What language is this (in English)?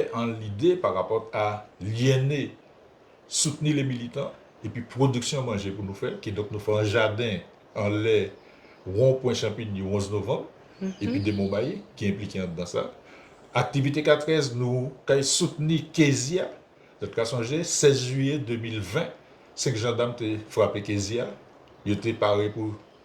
Guadeloupean Creole French